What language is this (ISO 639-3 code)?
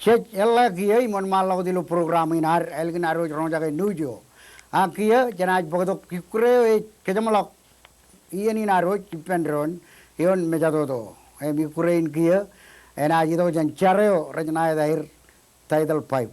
mah